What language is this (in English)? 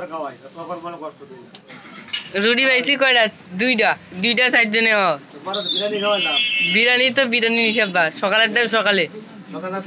Bangla